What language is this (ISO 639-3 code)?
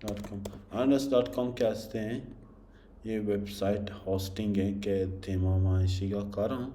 bal